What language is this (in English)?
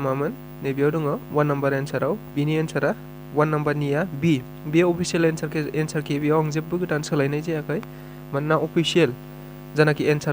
Bodo